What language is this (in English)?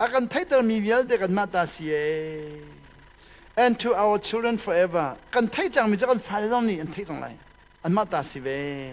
Hakha Chin